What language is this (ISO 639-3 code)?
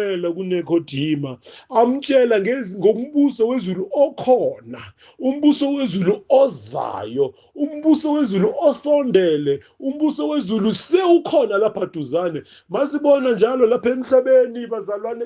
zul